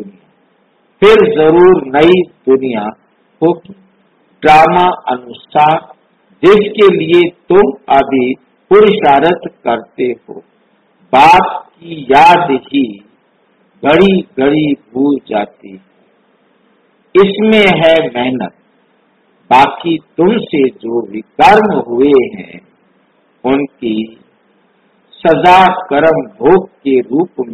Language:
Hindi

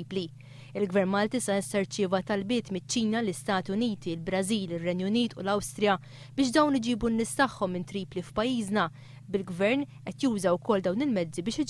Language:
Maltese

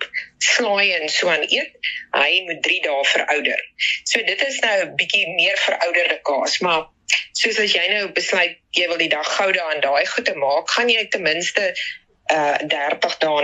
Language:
Afrikaans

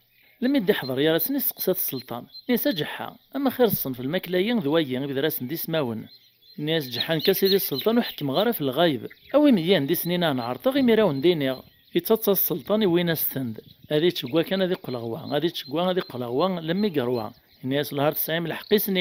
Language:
Kabyle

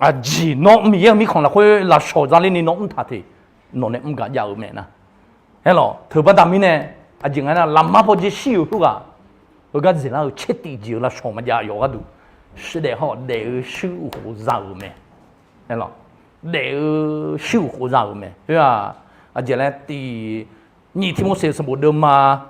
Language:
Akha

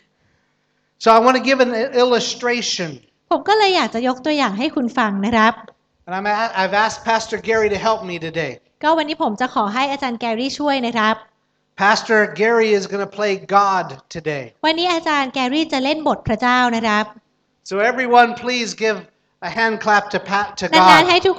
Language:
Thai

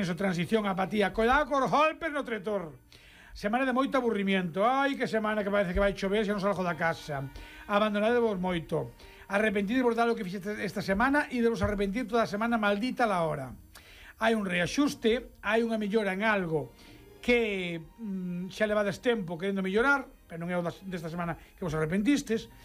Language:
Galician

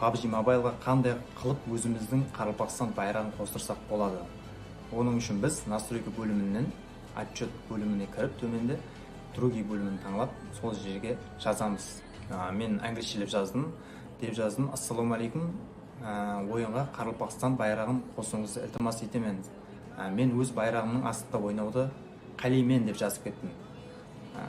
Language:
Kara-Kalpak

